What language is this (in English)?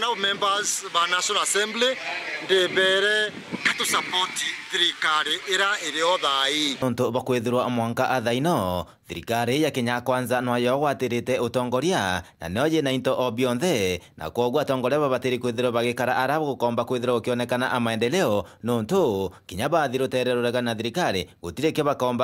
Meru